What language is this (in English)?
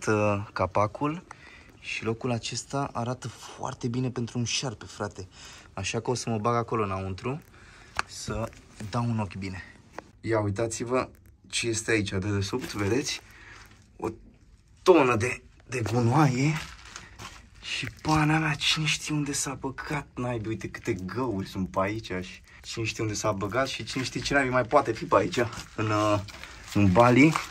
Romanian